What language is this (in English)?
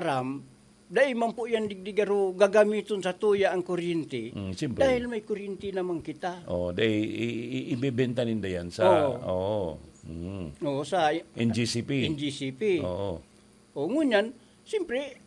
Bikol